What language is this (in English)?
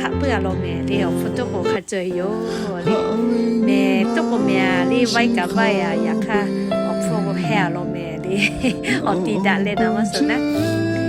Lahu